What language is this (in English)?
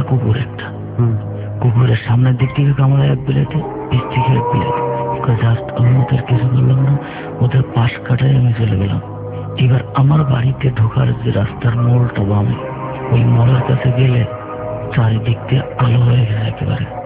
Bangla